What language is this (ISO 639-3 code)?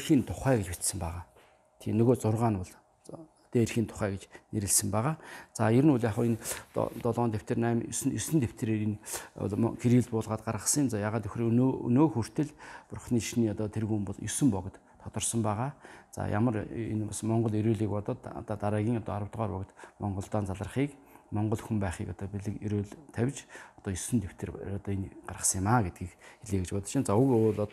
mon